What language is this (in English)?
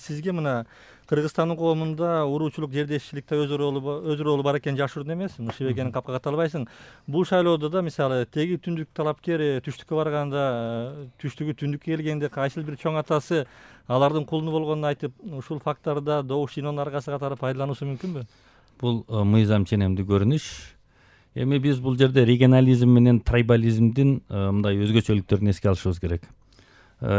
Kyrgyz